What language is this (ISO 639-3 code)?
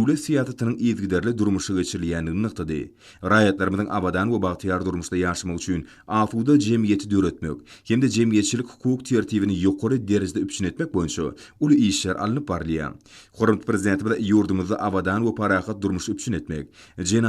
tuk